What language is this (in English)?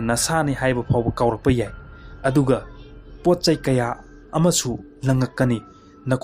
Manipuri